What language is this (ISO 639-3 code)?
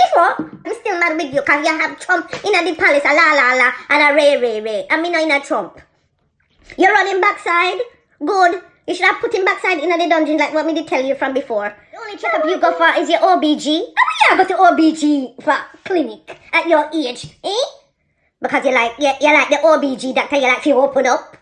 jam